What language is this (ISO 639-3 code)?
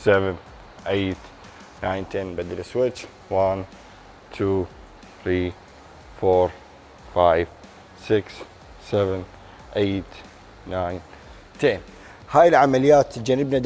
acm